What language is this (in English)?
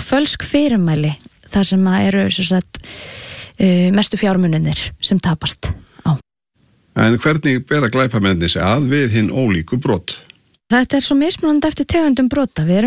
Icelandic